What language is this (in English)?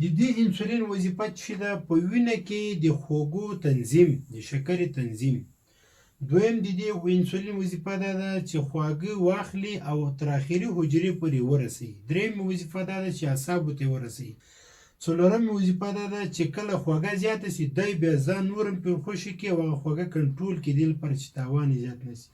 Pashto